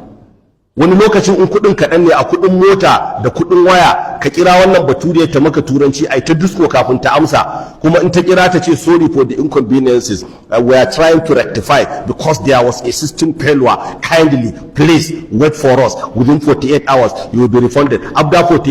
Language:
Hausa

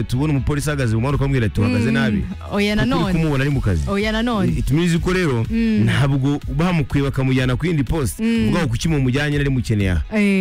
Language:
Kinyarwanda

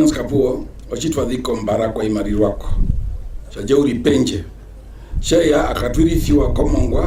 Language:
Herero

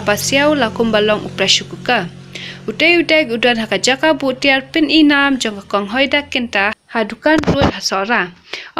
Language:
Khasi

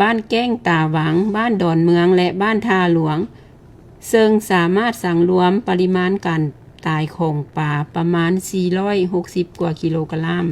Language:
Lao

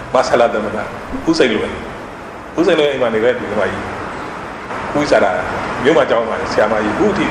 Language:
Burmese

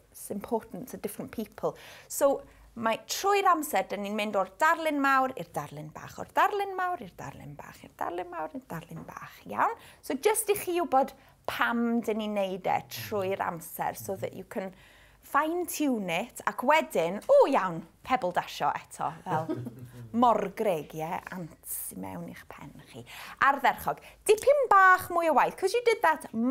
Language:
Welsh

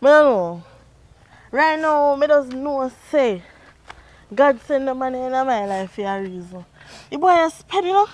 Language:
Jamaican Creole English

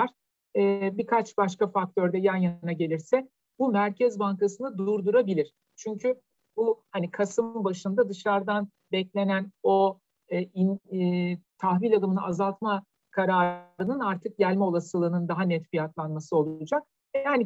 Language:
Turkish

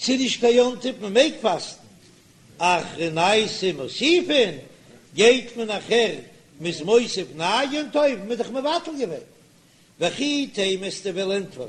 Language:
Yiddish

